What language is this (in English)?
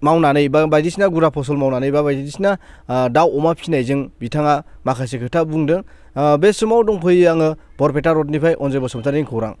Bodo